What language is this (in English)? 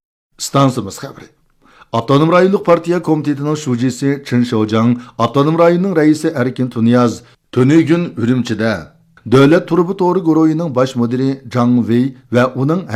Uyghur